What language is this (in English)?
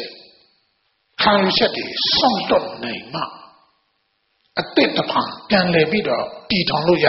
Burmese